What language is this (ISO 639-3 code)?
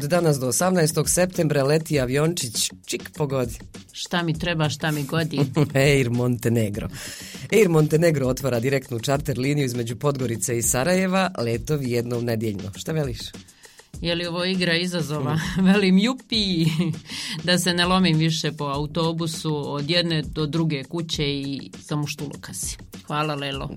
bos